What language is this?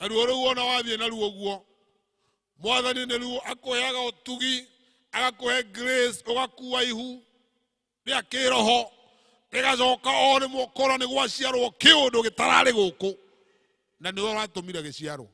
Kikuyu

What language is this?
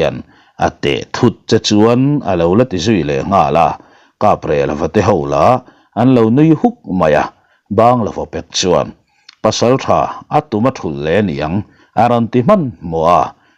Mizo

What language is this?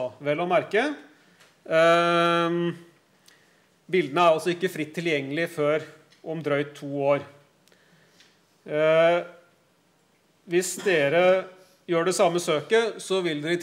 Norwegian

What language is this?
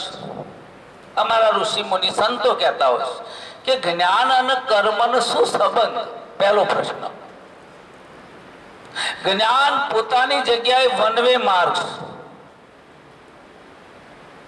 Gujarati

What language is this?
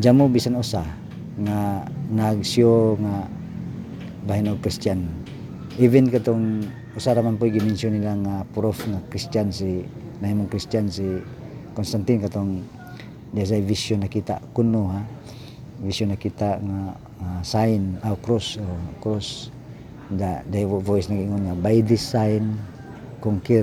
Cebuano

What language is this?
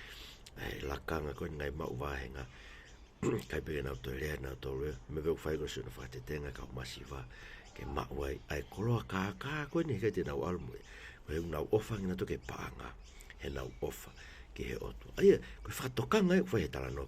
Tongan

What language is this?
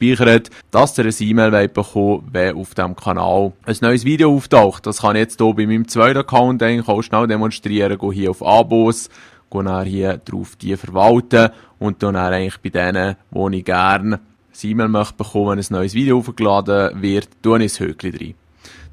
Swiss German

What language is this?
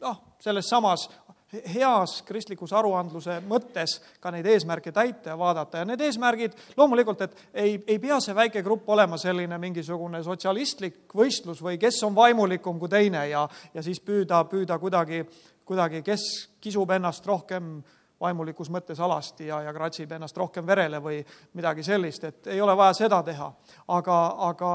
Estonian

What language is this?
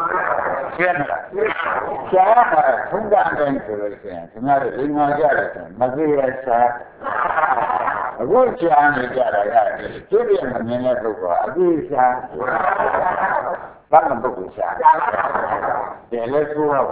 Burmese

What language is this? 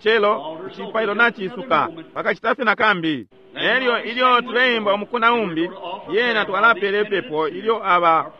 Bemba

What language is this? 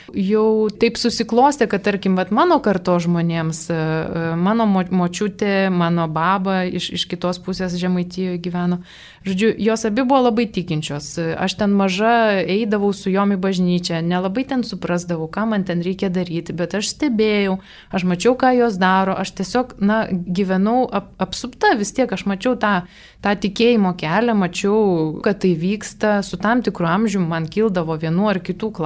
Lithuanian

